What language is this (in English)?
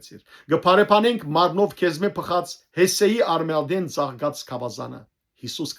Western Armenian